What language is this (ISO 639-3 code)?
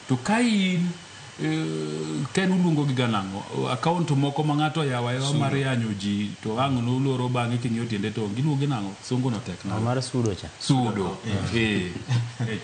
luo